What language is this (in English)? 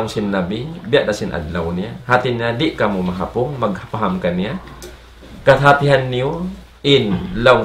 Tausug